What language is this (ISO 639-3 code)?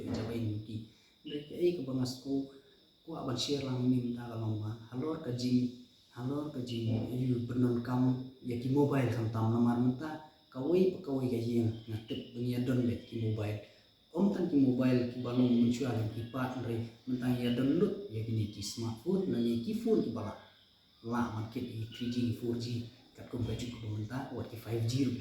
kha